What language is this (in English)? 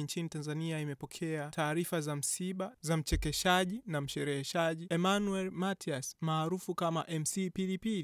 Swahili